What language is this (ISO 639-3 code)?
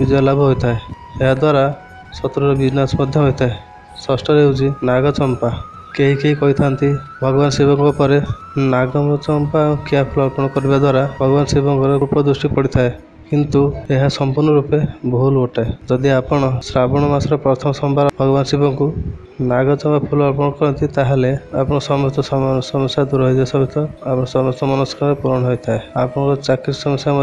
ori